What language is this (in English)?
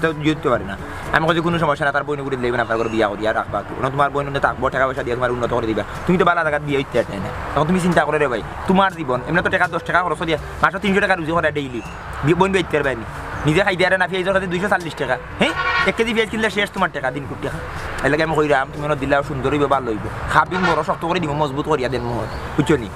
Sylheti